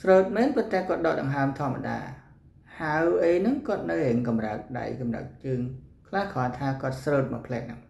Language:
Khmer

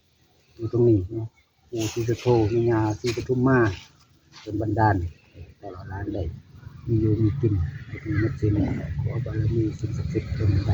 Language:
Northeastern Thai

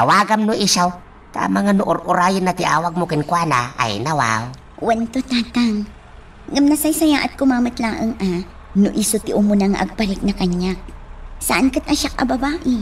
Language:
Iloko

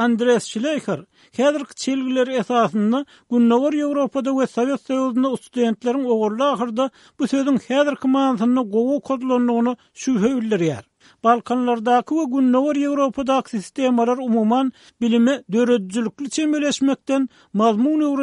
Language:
Turkmen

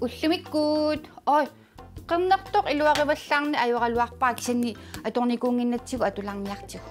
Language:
Kalaallisut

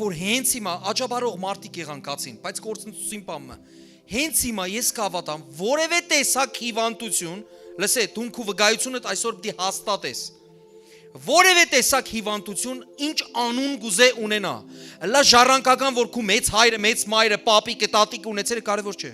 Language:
Western Armenian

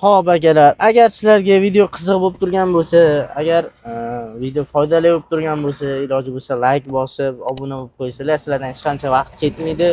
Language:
Uzbek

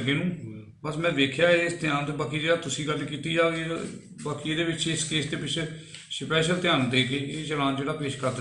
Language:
Punjabi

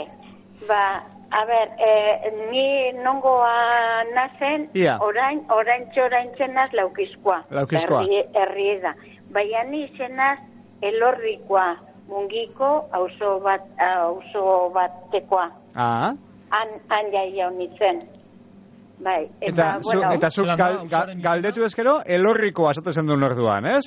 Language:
Basque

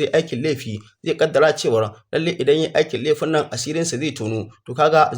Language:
Hausa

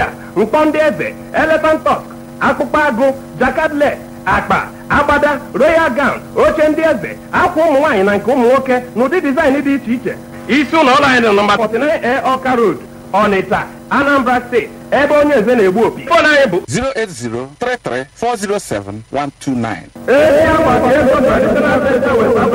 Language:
Igbo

